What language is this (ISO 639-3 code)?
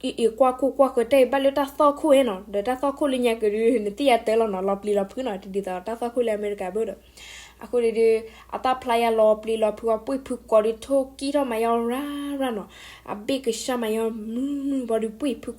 ksw